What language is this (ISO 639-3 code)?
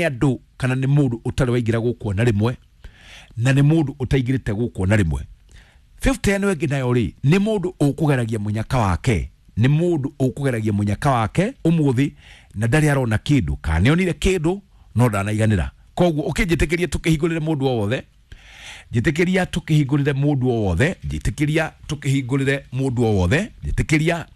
kik